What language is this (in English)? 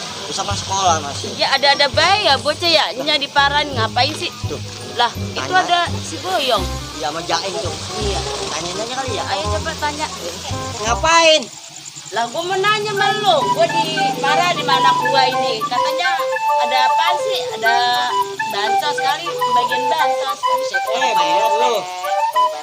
Betawi